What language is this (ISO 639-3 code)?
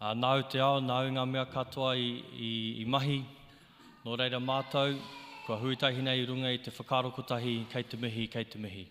mri